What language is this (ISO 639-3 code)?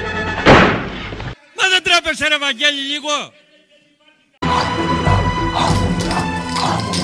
ell